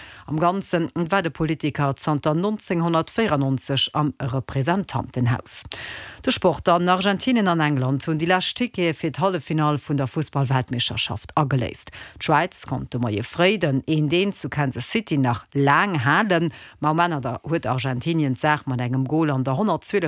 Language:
Luxembourgish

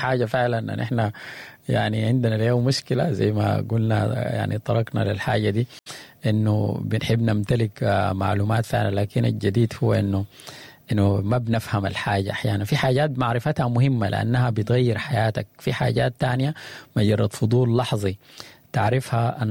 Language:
Sudanese Arabic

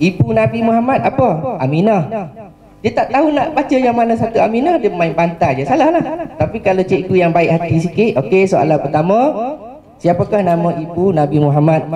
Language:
Malay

